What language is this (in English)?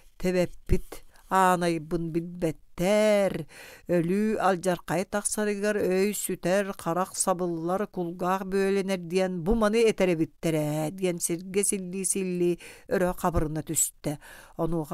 Yakut